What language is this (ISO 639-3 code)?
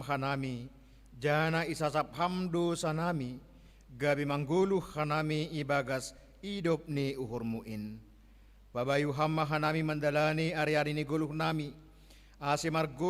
bts